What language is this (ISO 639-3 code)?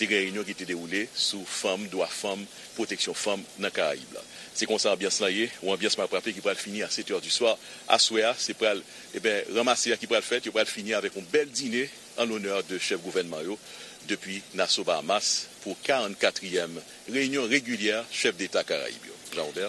hat